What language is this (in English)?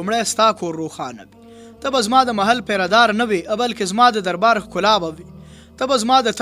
Pashto